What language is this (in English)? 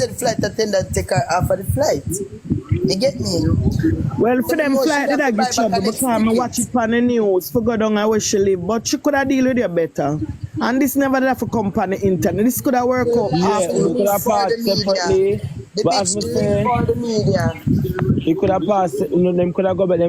Jamaican Creole English